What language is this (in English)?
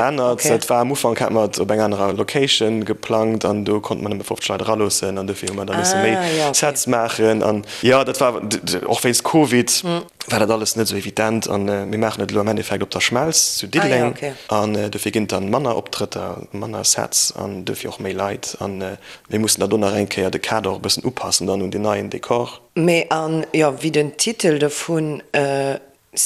Luxembourgish